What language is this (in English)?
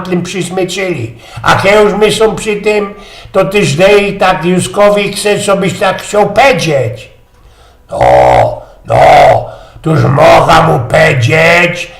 Silesian